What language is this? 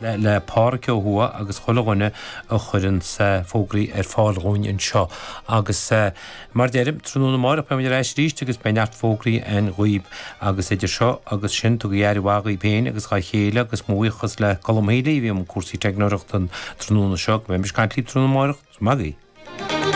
Irish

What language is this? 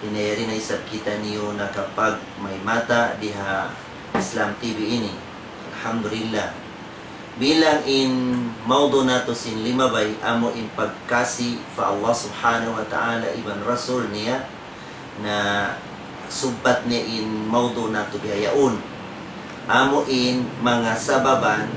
Tausug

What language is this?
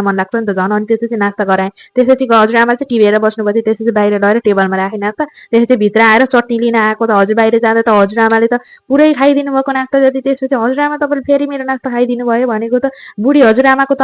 Nepali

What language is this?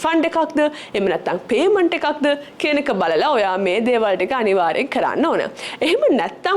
Sinhala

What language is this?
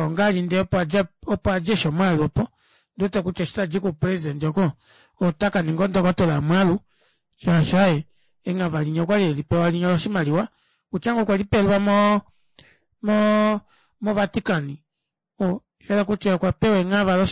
Kuanyama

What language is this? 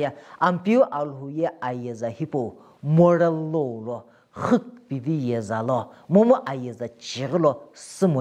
Sumi Naga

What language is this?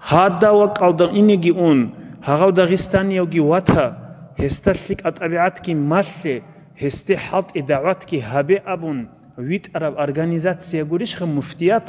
Avaric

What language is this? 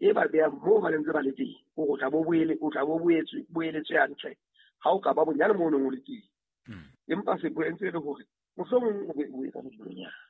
Southern Sotho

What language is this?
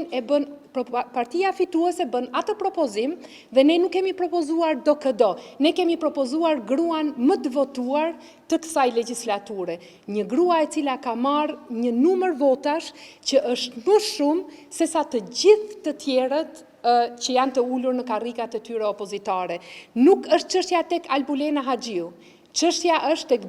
Albanian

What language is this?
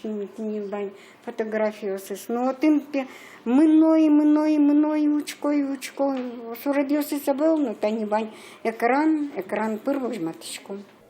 Udmurt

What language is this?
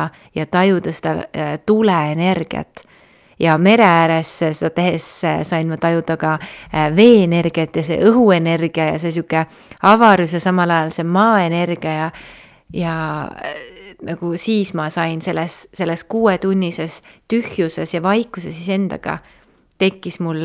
Estonian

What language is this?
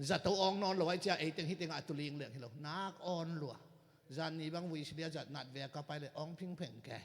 Tedim Chin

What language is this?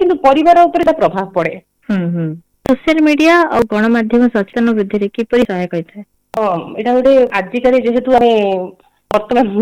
Odia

